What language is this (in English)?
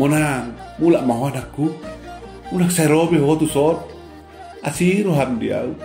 Batak Toba